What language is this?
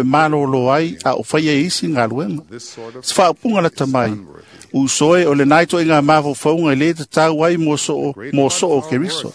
Samoan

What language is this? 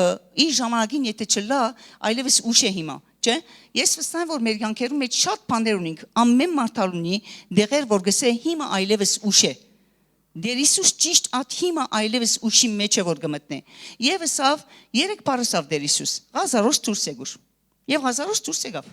Western Armenian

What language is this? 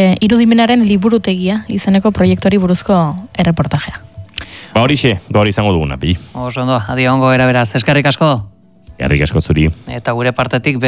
Basque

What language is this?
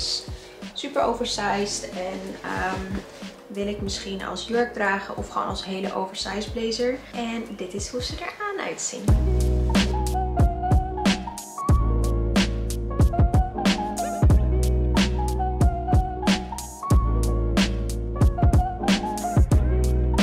Dutch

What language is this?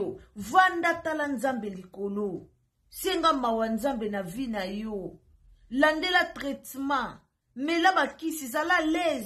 Lingala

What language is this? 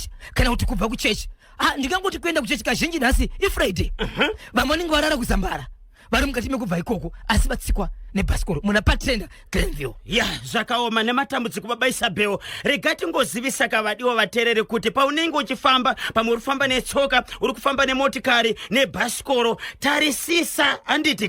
Shona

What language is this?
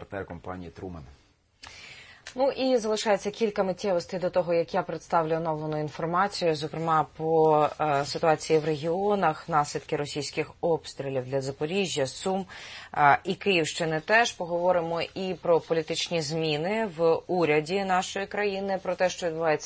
Ukrainian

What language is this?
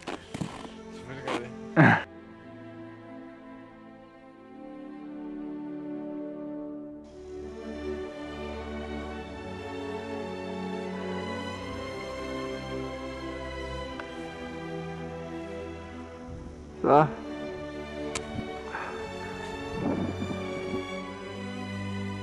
Danish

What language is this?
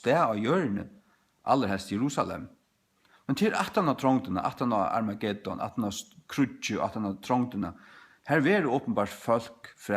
Faroese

